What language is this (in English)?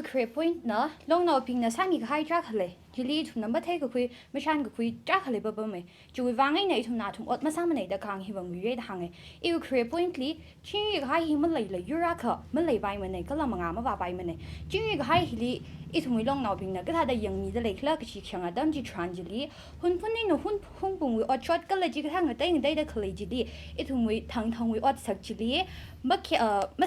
Tangkhul Naga (India)